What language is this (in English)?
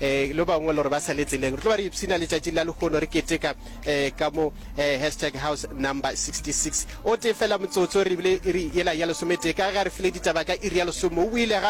Northern Sotho